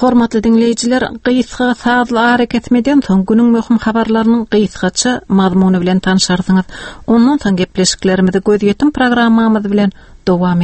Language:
Turkmen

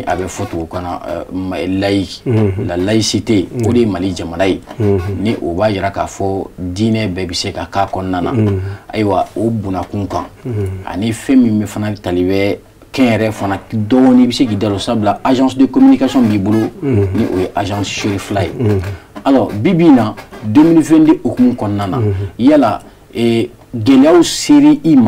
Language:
Bambara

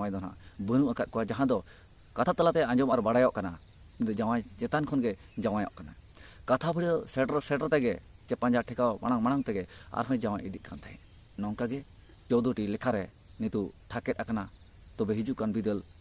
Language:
Santali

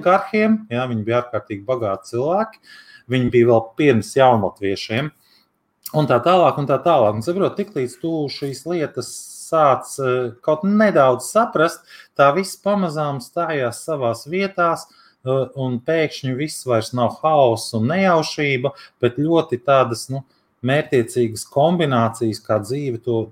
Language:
Latvian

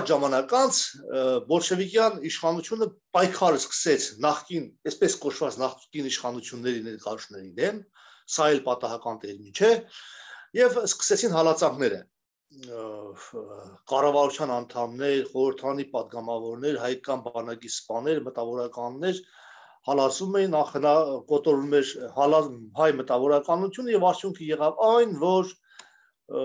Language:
Armenian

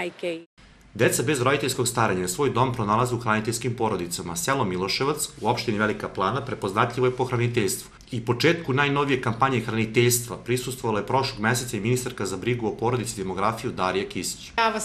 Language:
Serbian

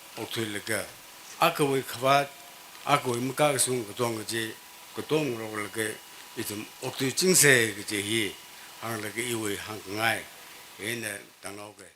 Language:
Tangkhul Naga (India)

